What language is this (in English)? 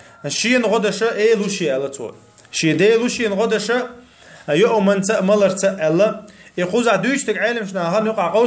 Chechen